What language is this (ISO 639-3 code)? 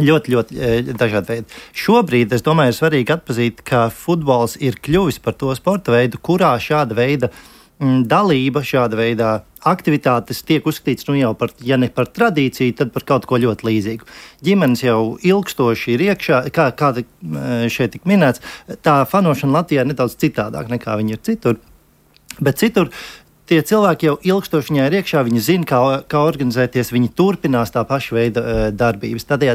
lav